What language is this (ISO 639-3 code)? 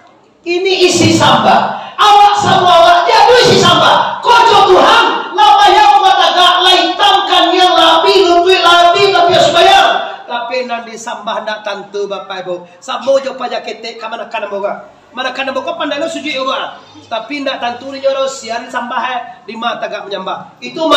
min